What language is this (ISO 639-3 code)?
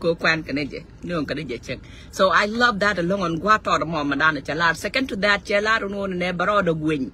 nus